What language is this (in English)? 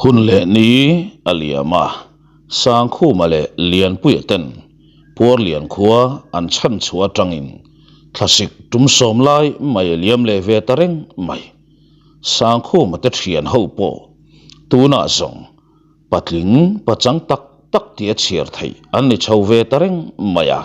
Mizo